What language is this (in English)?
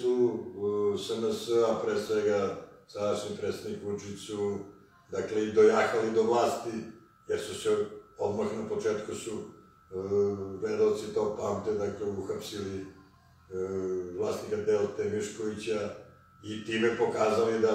Serbian